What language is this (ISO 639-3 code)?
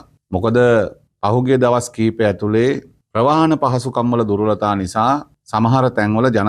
sin